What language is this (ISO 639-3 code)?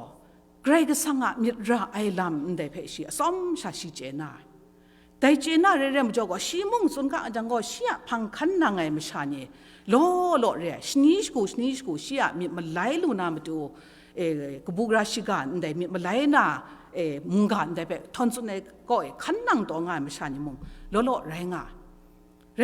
kac